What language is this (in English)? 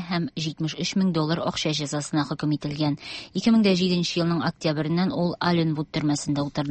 Tatar